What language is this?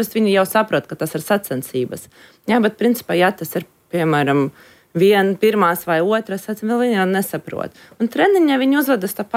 Latvian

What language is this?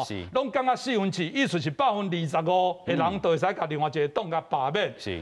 Min Nan Chinese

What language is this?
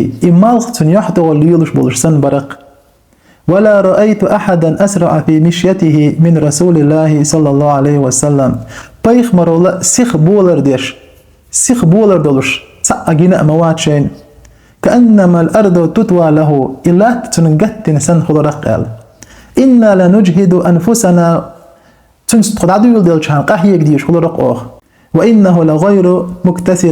Chechen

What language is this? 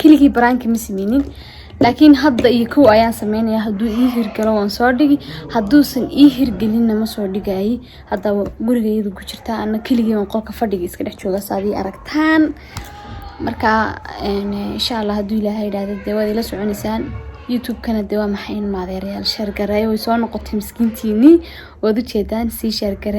Somali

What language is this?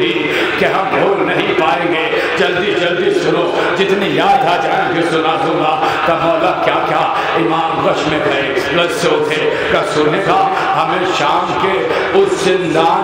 Urdu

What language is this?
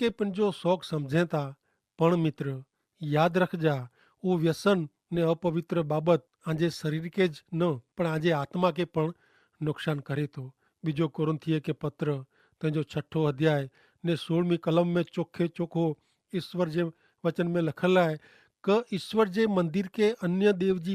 Kachhi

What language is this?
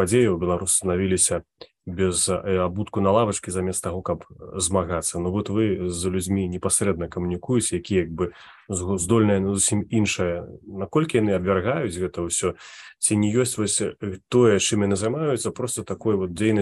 Belarusian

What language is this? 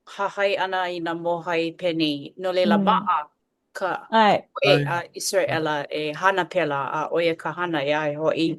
Hawaiian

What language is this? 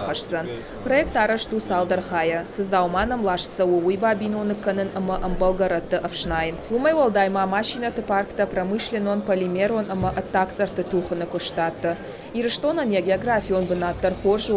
Ossetic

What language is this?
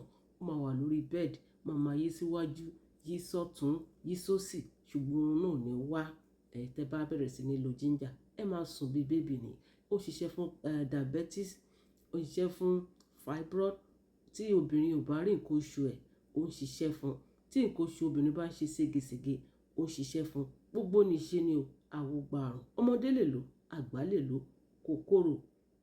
Yoruba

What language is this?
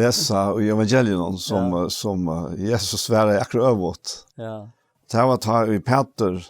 Faroese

